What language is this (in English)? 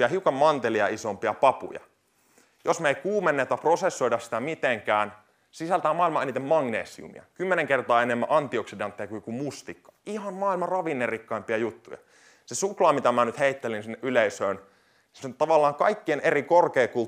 Finnish